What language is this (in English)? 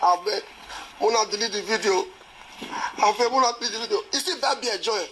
Nigerian Pidgin